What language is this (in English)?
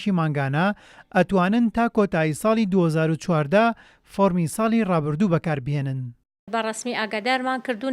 Central Kurdish